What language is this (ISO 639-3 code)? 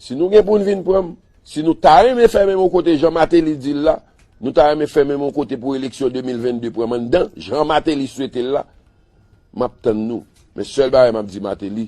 hat